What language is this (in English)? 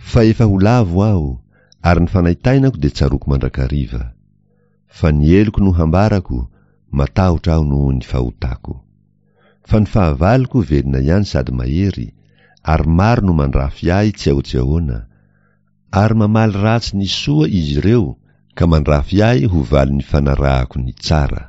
Malagasy